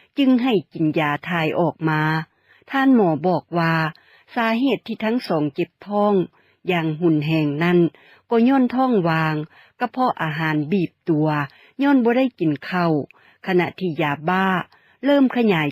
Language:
Lao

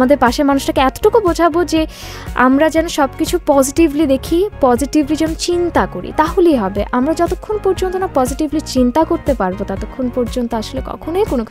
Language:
Bangla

